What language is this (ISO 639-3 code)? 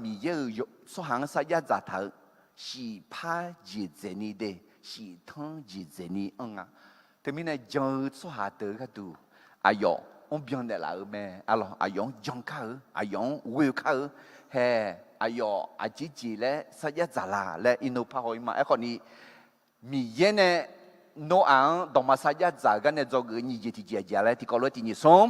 ahk